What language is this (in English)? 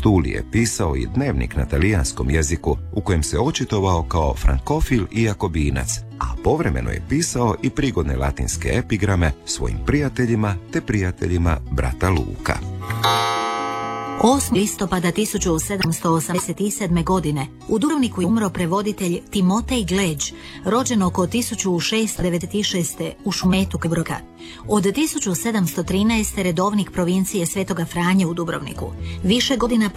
Croatian